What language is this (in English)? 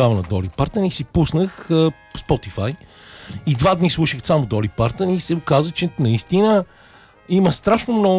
Bulgarian